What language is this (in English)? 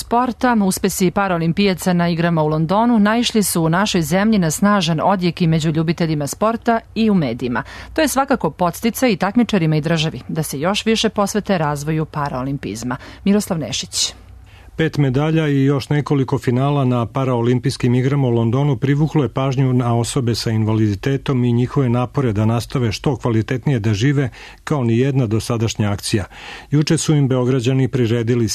Serbian